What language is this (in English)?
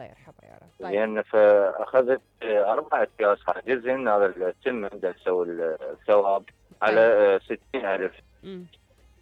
Mesopotamian Arabic